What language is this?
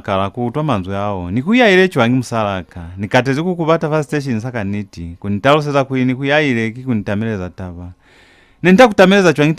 Lozi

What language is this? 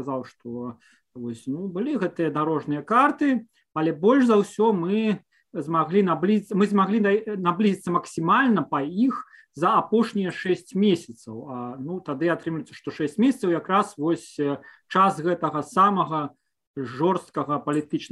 Belarusian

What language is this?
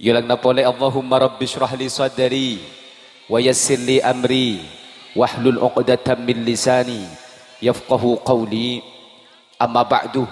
Madurese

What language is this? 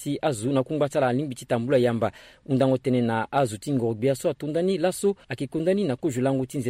Sango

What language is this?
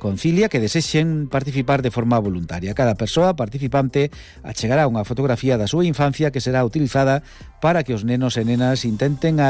Galician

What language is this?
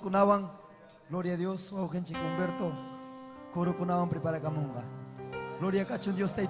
Ayacucho Quechua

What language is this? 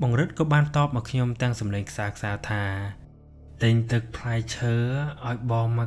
Khmer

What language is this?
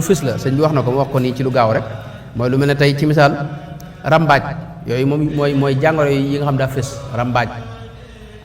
Wolof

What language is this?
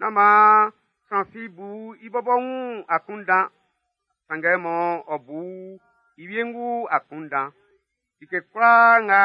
Baoulé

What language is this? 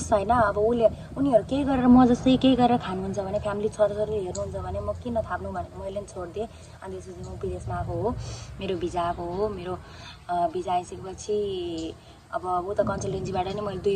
Nepali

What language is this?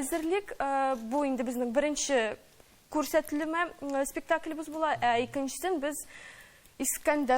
Tatar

